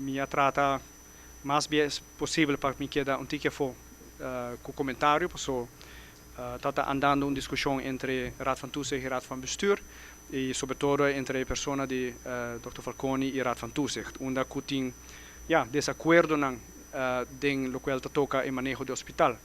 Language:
Papiamento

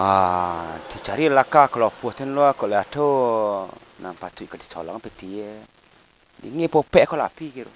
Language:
Minangkabau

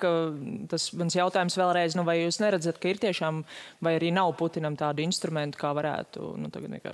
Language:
Latvian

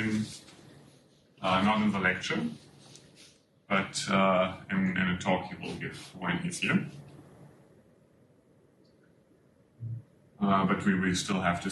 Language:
English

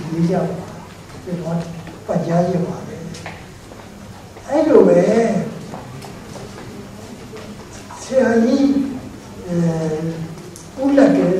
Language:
Burmese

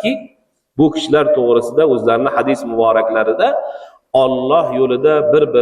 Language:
Uzbek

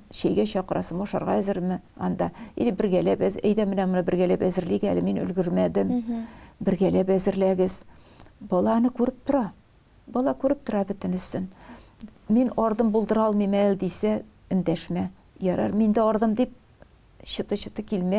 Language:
Tatar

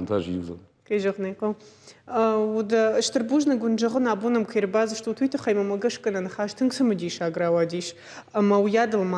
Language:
Ossetic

